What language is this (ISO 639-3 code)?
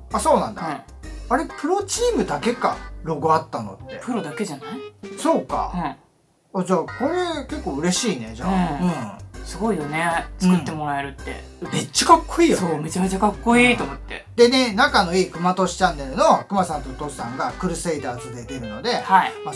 jpn